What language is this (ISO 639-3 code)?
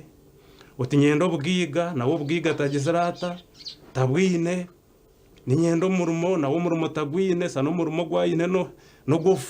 nyn